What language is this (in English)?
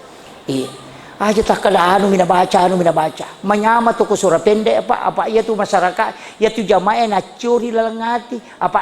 Buginese